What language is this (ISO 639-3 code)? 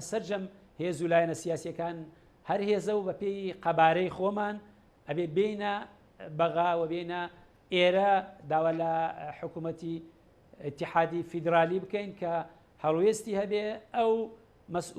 ckb